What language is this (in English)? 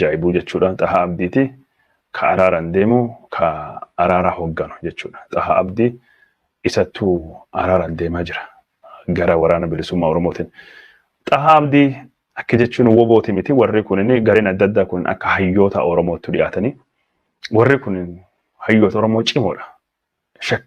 Oromo